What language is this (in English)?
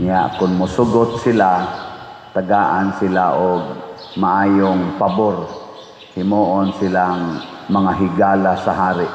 Cebuano